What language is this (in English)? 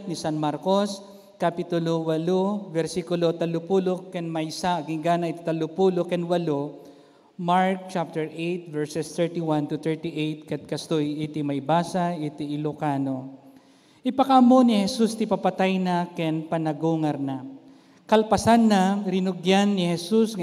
Iloko